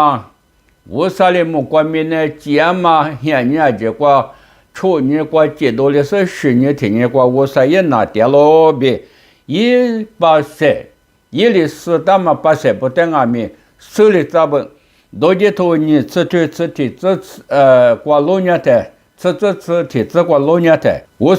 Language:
Lisu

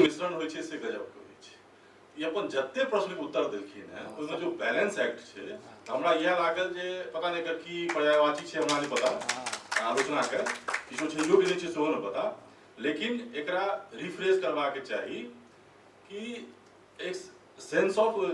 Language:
Maithili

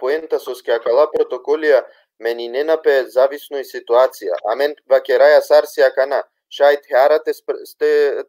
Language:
Balkan Romani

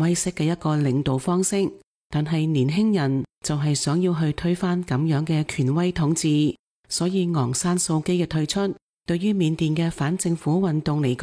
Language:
Cantonese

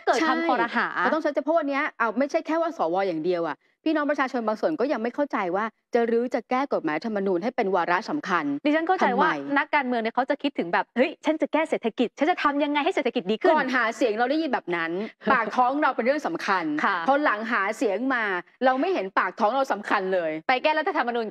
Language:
Thai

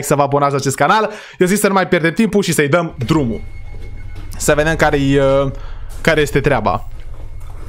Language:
Romanian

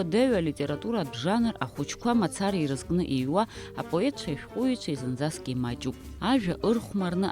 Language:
Abkhazian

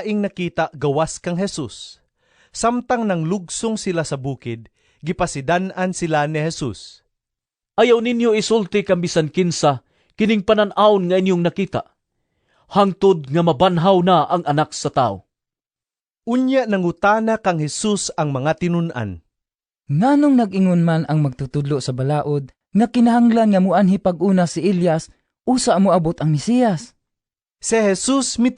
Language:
Cebuano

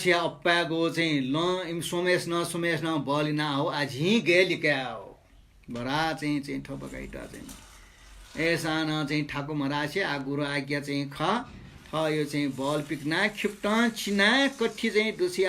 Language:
Newari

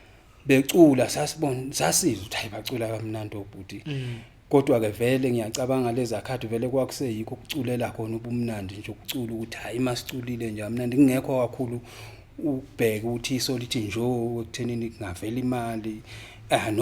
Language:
Zulu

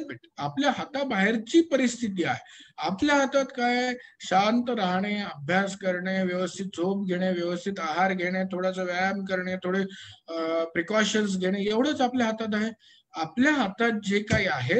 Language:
Marathi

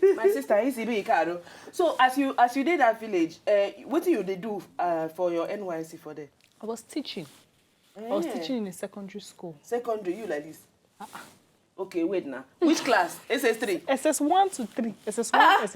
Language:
Nigerian Pidgin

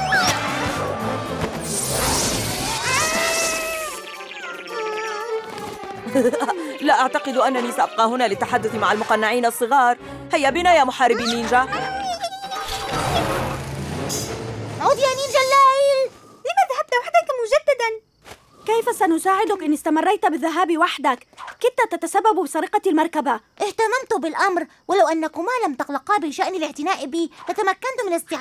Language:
Arabic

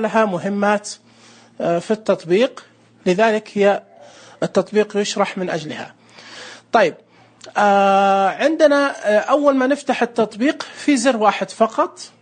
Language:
Najdi Arabic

